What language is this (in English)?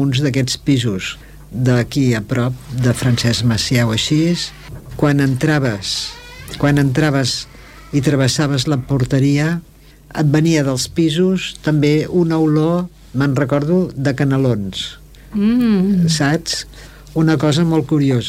Catalan